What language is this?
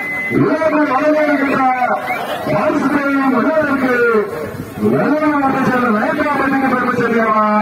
Tamil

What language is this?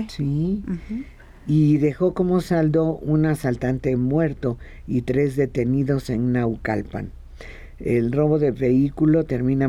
Spanish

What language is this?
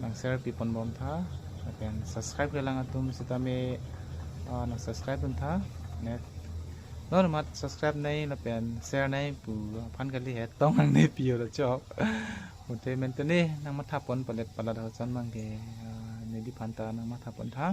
Karbi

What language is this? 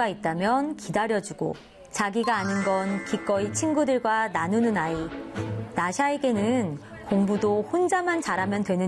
Korean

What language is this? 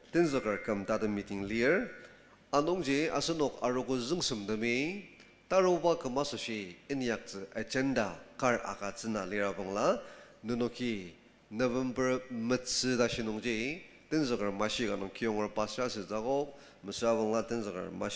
Ao Naga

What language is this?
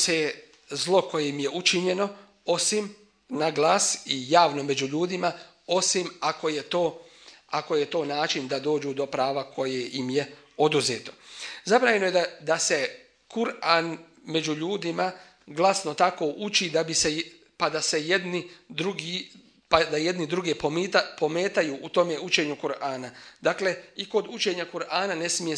Bosnian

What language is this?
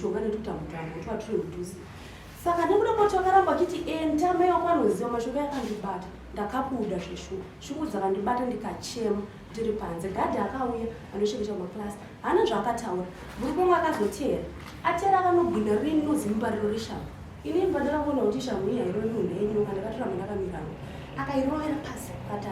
Shona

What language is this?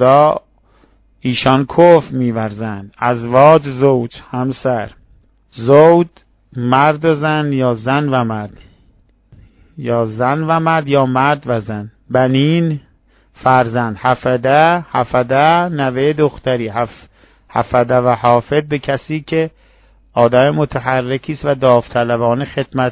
Persian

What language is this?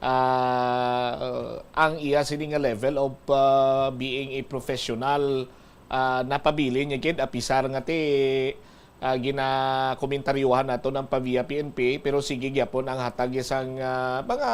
Hiligaynon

